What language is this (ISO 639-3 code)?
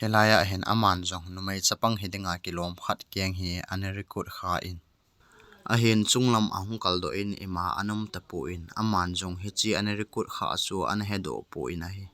tcz